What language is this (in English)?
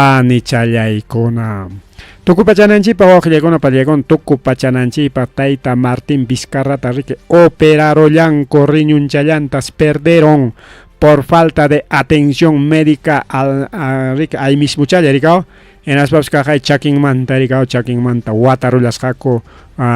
Ayacucho Quechua